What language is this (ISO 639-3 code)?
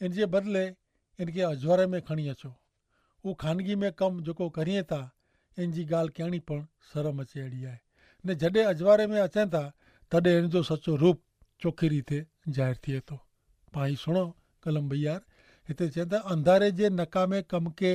kfr